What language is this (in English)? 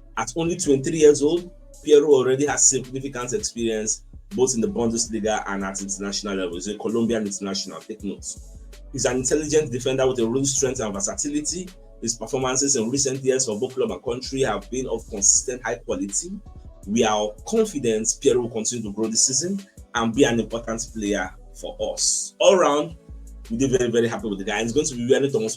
Nigerian Pidgin